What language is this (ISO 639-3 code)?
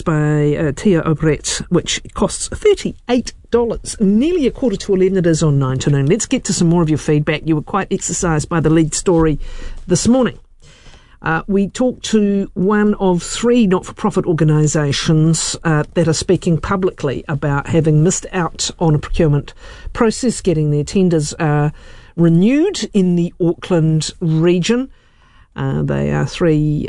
eng